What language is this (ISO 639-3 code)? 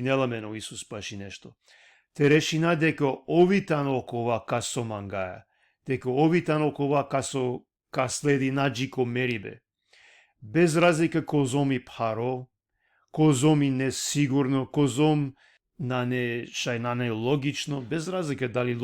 rmn